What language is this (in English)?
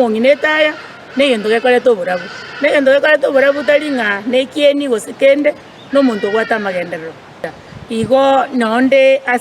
Gusii